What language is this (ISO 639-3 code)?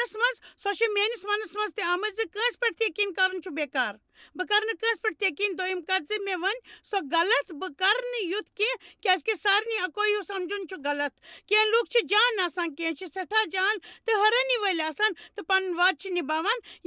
kas